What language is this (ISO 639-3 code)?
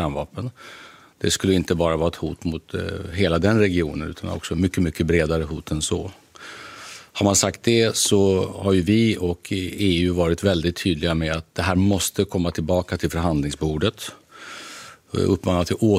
swe